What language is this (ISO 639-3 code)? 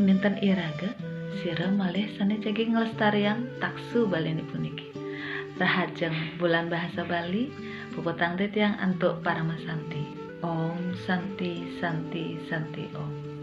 ban